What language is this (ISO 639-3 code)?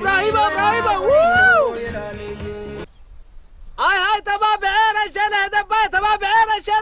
ssy